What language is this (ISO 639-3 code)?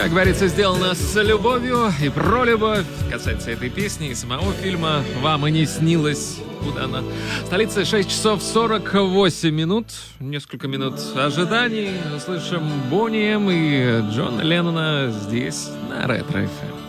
rus